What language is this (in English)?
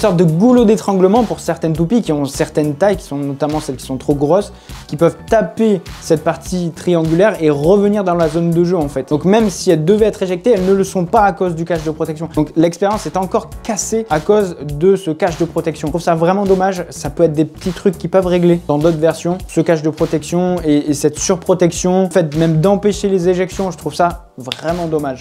French